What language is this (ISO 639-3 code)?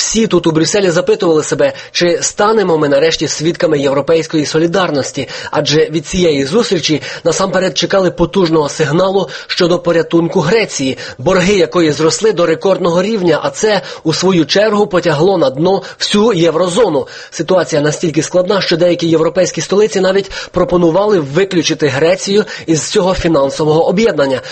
ukr